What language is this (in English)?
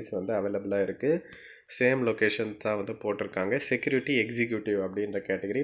Tamil